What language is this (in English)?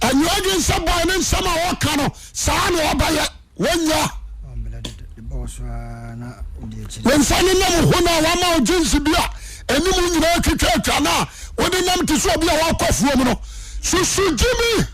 Akan